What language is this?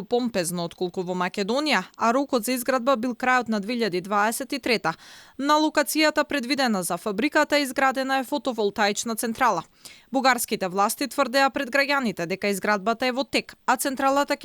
Macedonian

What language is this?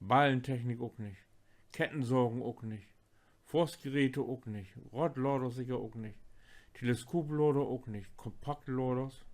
Low German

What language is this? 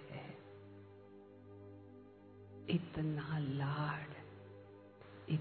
Hindi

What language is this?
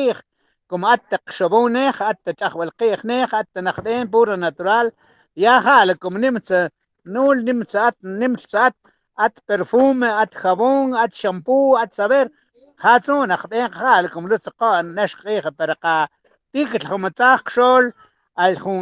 Mam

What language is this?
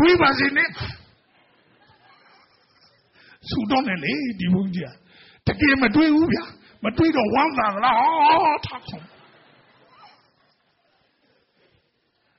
Burmese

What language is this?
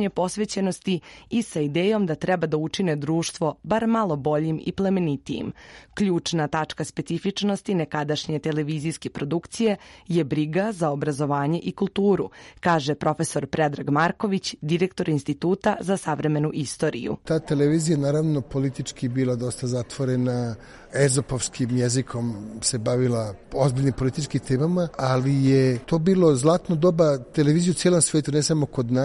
Serbian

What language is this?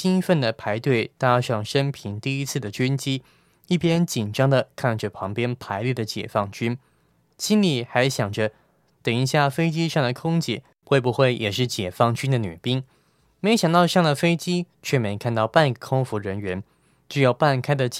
Chinese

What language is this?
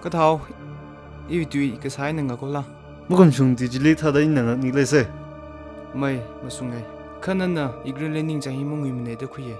Tangkhul Naga (India)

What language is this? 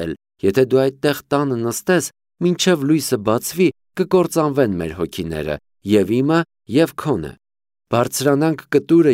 Armenian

